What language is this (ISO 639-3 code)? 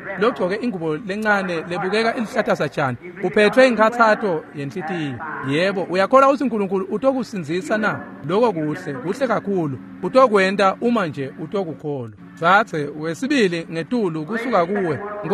ssw